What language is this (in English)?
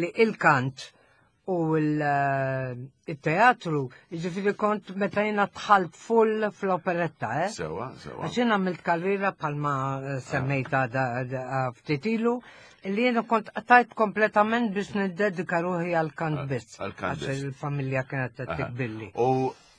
Maltese